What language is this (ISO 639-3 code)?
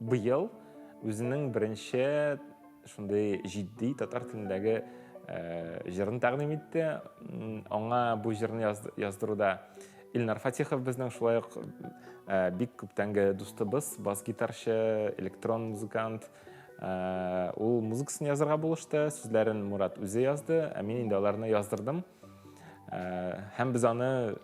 tat